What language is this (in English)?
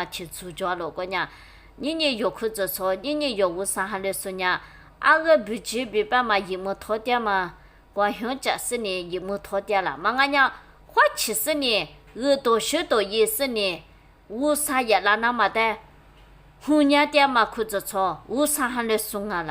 Lisu